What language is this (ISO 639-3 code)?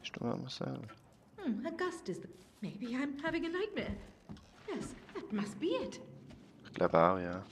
gsw